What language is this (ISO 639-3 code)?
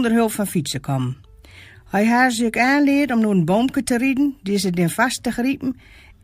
gos